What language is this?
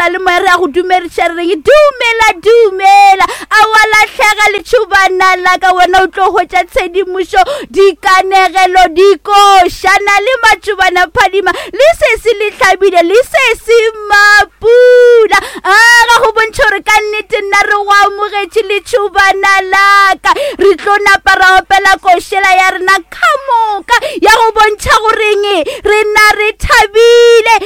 Northern Sotho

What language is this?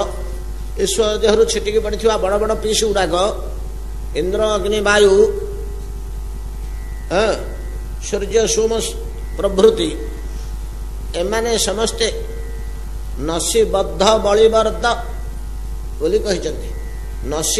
Odia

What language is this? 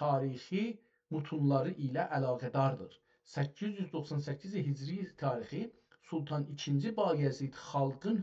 South Azerbaijani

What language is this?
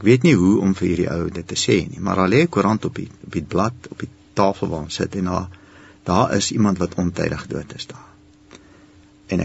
Afrikaans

